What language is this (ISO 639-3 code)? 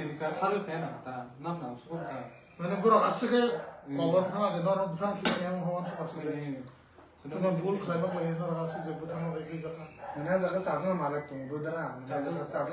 trp